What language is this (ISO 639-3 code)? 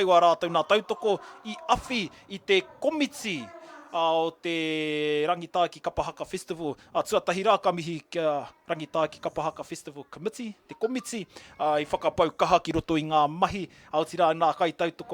mri